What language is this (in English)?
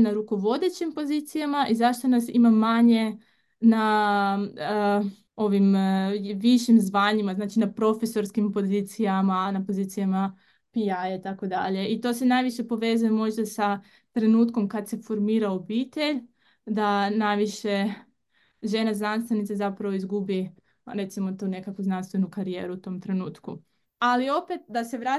Croatian